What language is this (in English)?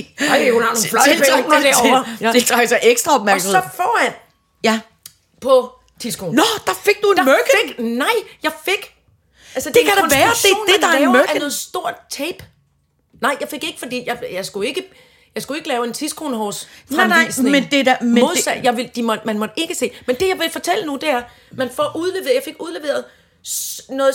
Danish